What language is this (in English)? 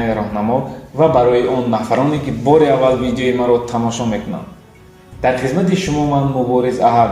Tajik